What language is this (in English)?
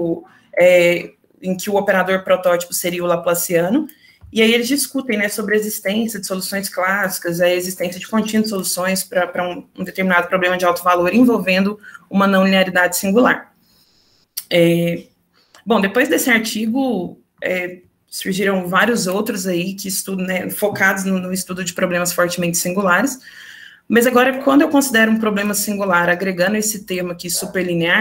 Portuguese